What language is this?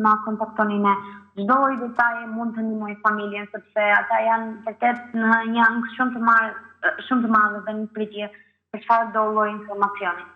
Albanian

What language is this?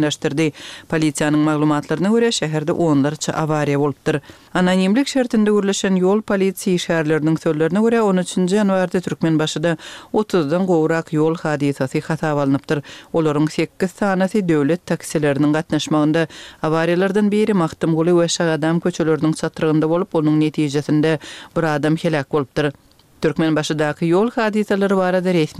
Turkmen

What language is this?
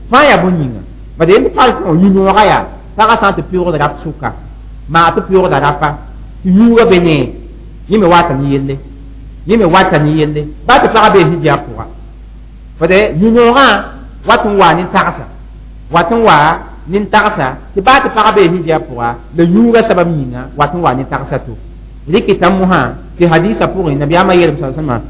Mossi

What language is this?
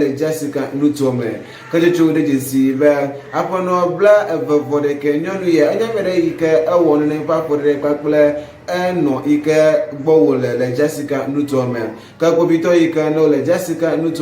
Ewe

